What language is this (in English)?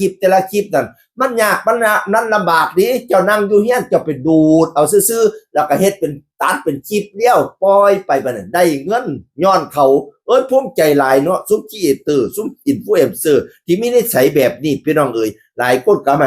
Northeastern Thai